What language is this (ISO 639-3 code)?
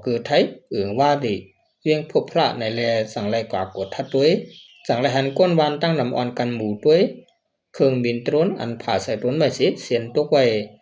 shn